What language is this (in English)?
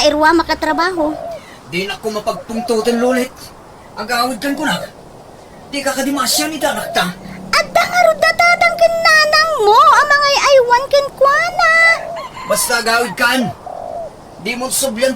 Iloko